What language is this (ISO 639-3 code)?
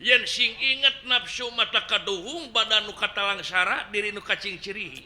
sun